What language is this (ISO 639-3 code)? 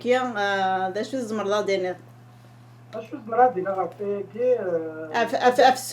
kab